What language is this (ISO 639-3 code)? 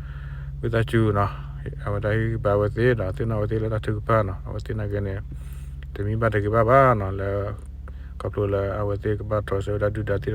ksw